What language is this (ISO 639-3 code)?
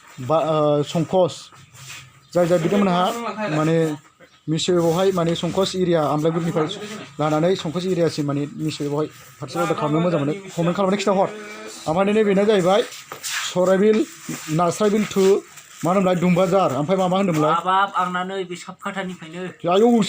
brx